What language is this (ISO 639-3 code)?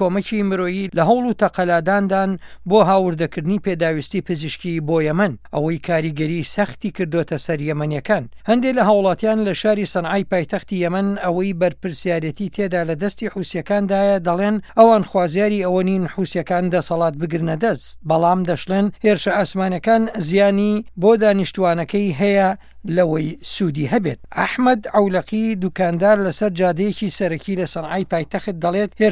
ckb